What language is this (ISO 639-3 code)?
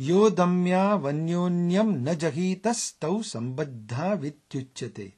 san